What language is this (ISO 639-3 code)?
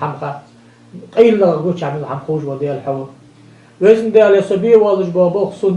inh